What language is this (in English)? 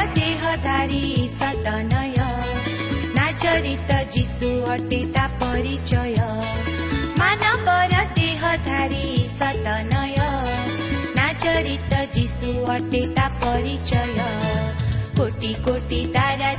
Odia